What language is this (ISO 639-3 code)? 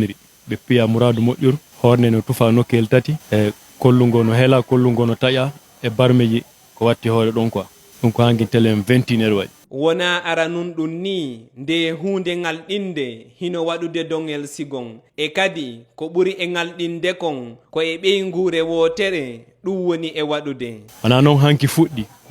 ful